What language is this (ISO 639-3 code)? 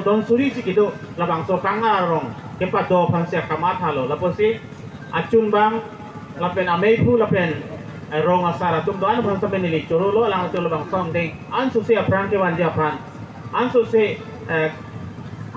mjw